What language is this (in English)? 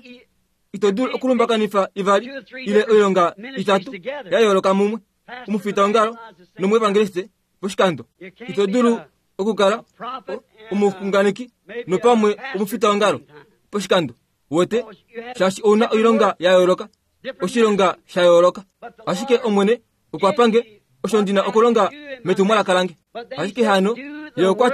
Kuanyama